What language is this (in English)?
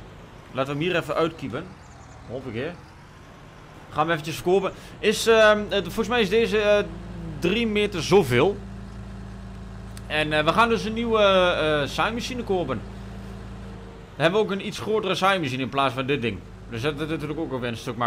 Dutch